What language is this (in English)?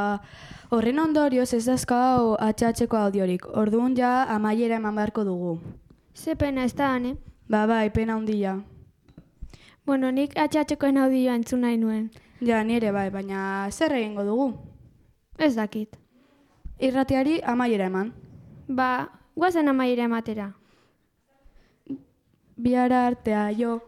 Basque